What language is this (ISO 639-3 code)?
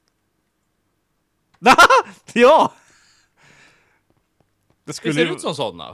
swe